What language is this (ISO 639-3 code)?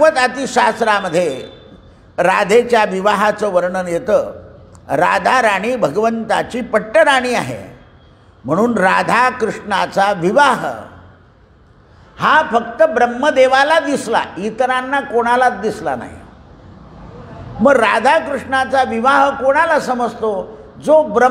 mar